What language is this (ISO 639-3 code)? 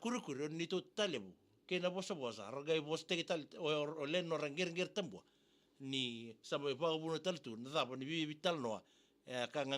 fij